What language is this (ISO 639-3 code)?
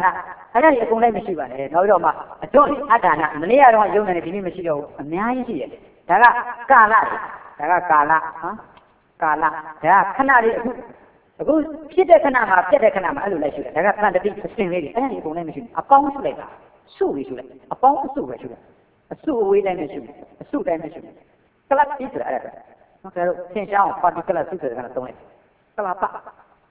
mya